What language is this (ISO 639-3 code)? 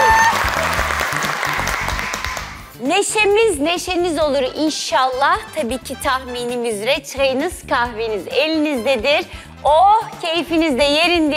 tur